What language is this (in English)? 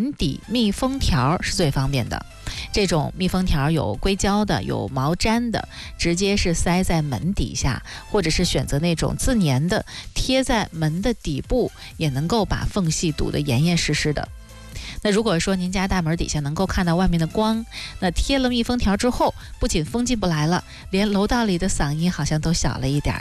Chinese